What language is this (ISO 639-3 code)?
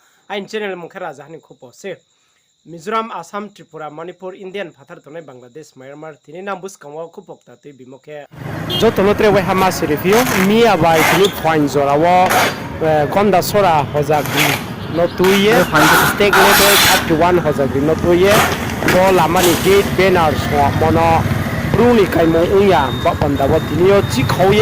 ria